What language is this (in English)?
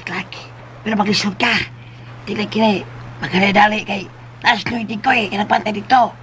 Cebuano